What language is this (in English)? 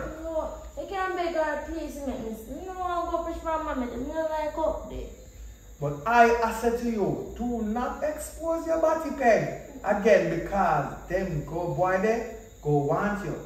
Jamaican Creole English